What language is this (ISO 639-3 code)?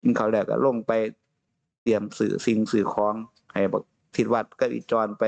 tts